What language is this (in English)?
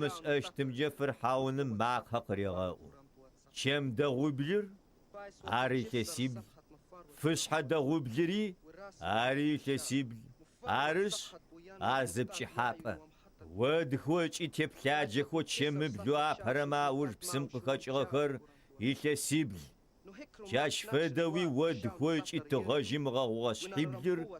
Adyghe